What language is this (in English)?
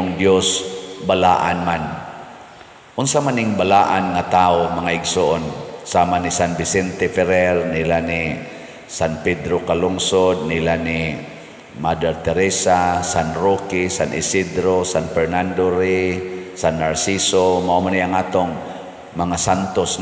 Cebuano